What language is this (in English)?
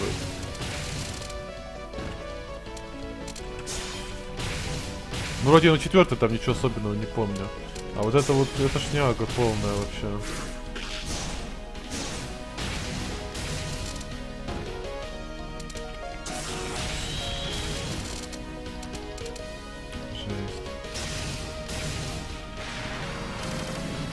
Russian